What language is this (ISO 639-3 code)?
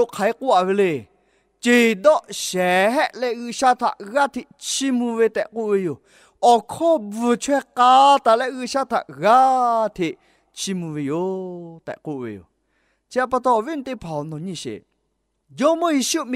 lhu